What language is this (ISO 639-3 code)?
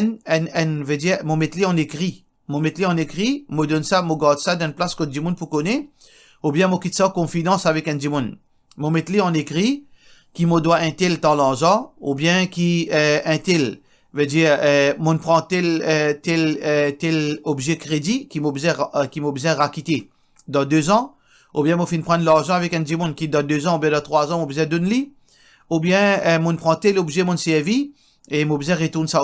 mfe